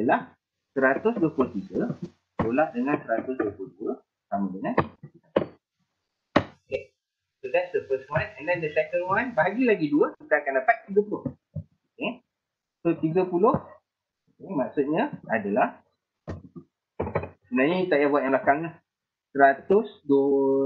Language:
Malay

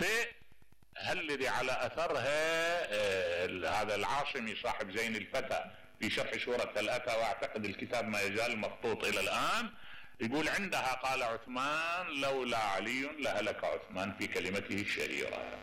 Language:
Mesopotamian Arabic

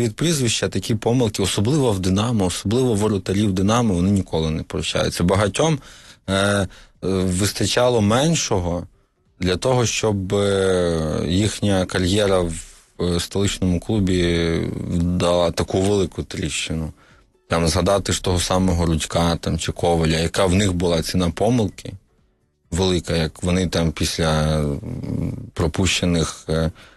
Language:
Ukrainian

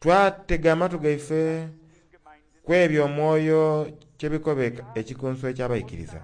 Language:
Soga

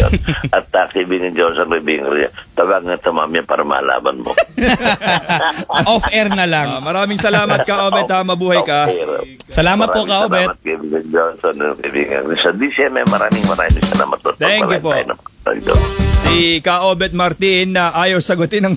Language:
Filipino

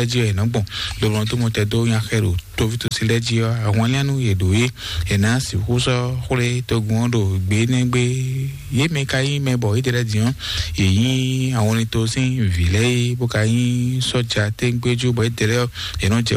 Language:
Fon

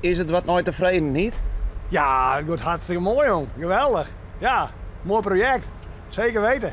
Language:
Western Frisian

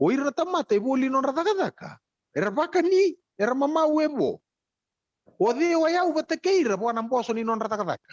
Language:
Fijian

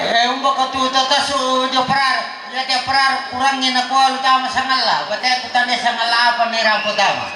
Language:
Toraja-Sa'dan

